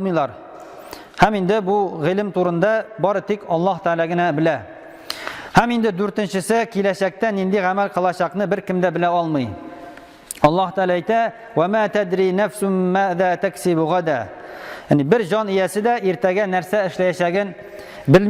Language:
Tatar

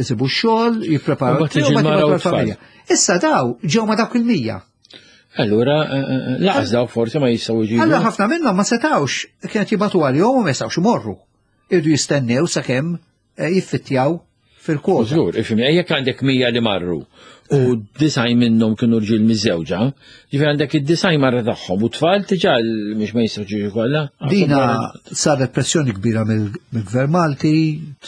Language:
Maltese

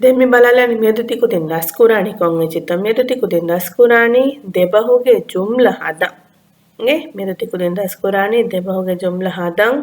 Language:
Divehi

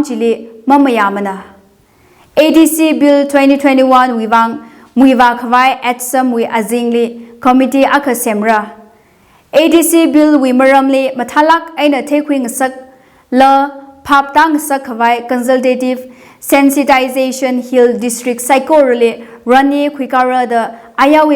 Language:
Tangkhul Naga (India)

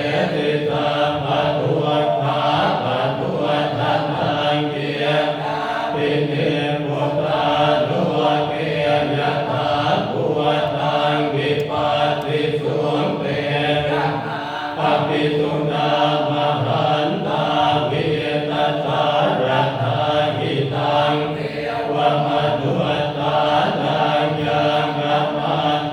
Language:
Pali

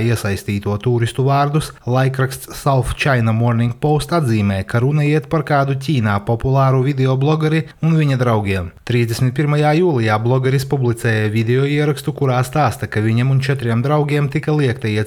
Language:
Latvian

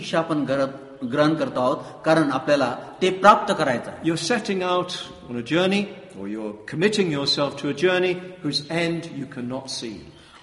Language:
Marathi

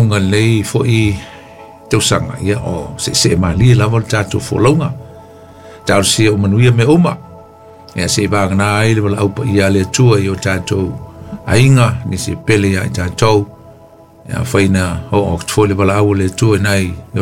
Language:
Samoan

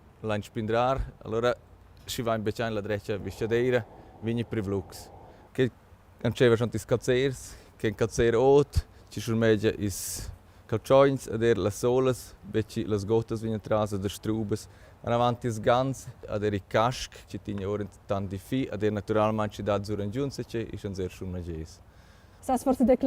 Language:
Romansh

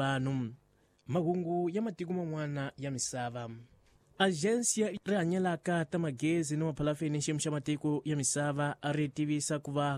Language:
Tsonga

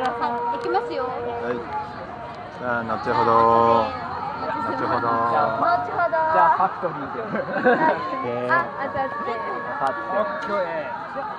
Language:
Japanese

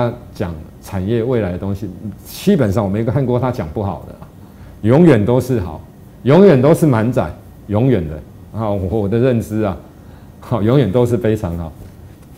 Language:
Chinese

